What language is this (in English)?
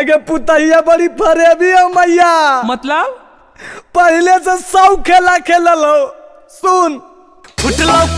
Magahi